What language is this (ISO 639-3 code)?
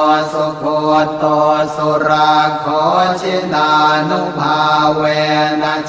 pli